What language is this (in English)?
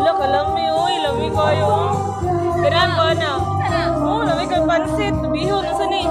Cebuano